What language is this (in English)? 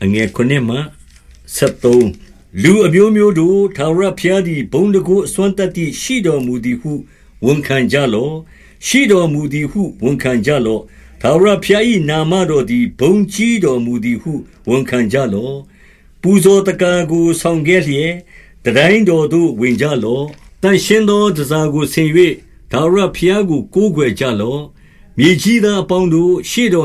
Burmese